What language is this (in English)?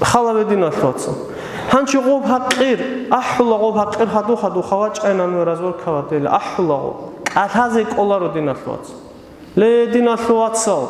Avaric